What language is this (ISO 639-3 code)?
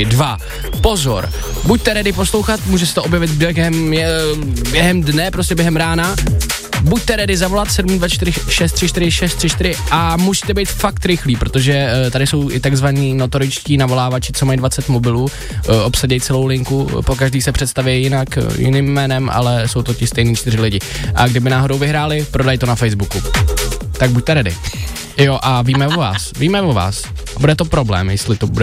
ces